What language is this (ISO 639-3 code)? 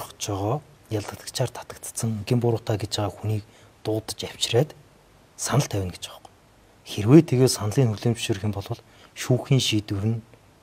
mon